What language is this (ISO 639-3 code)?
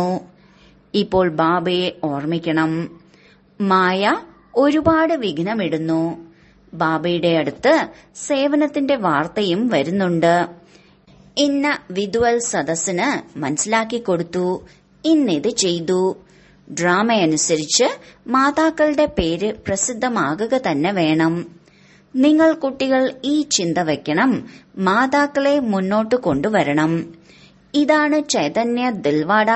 mal